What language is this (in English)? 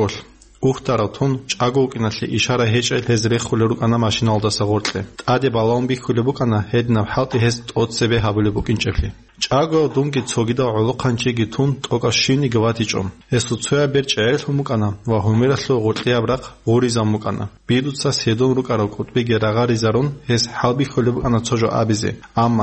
Avaric